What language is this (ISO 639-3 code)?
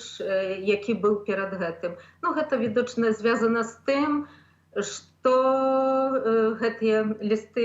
bel